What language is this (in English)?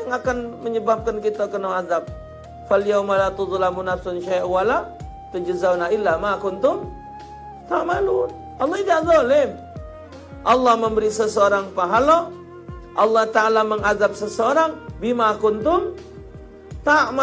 Musi